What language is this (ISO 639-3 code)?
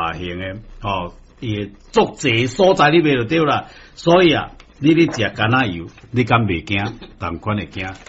nan